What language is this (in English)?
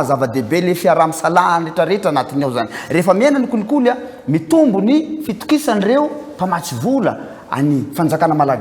Malagasy